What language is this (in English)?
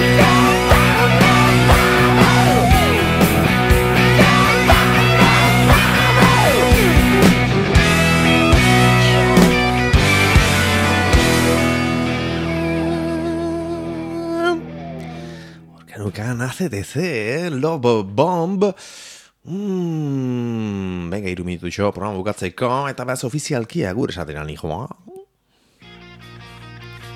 Basque